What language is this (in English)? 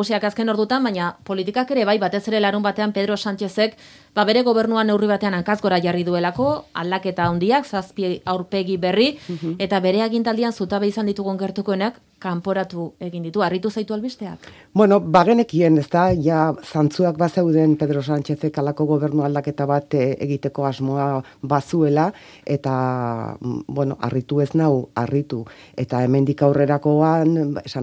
Basque